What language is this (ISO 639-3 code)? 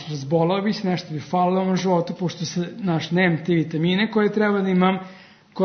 srp